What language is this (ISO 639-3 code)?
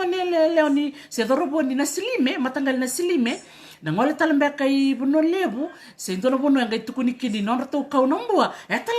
fij